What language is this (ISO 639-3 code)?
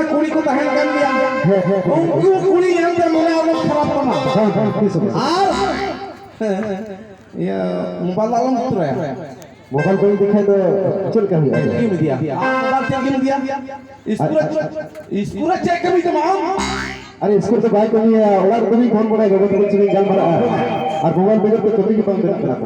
sat